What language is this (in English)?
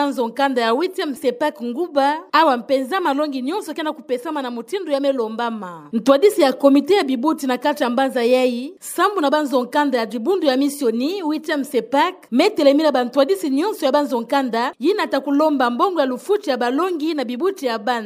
Kituba (Democratic Republic of Congo)